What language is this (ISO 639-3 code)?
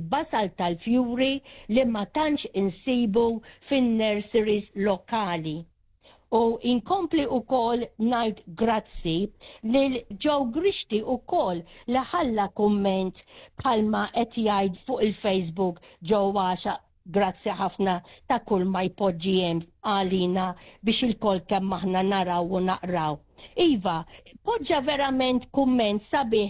mlt